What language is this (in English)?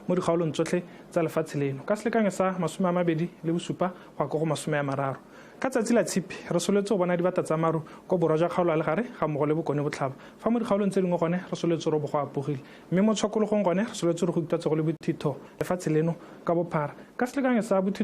Tswana